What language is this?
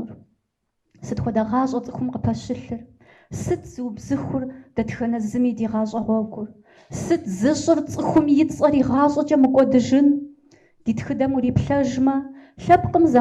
Kabardian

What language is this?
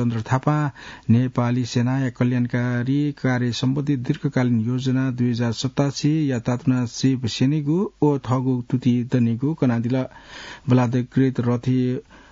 Newari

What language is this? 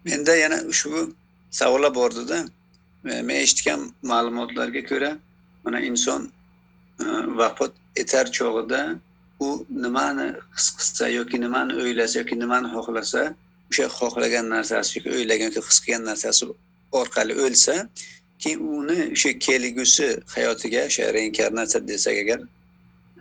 Uzbek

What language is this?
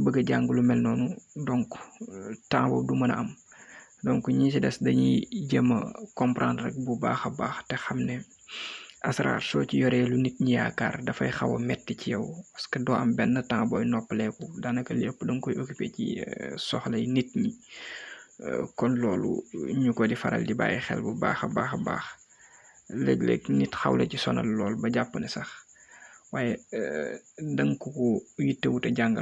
Wolof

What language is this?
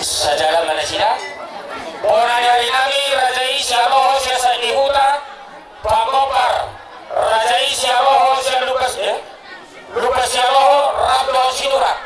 Batak Toba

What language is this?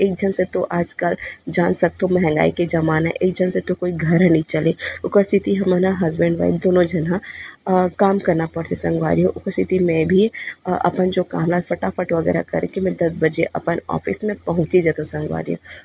Chhattisgarhi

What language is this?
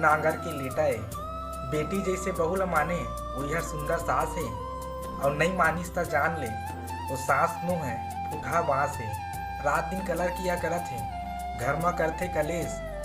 Chhattisgarhi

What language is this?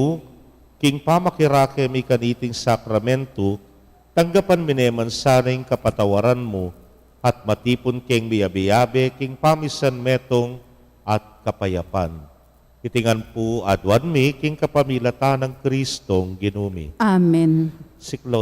Pampanga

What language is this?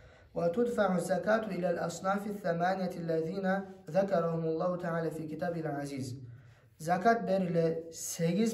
Kumyk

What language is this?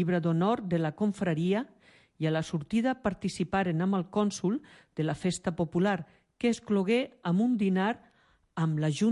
Catalan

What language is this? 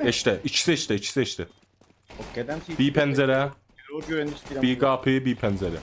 South Azerbaijani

